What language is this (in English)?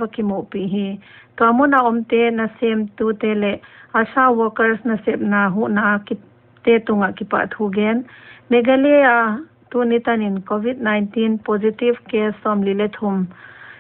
Paite Chin